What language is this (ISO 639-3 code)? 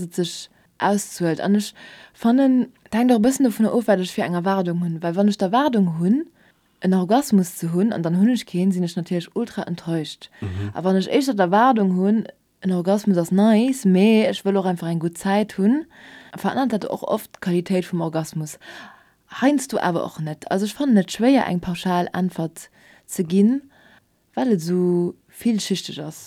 ltz